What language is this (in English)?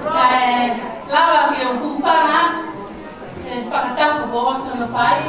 Tongan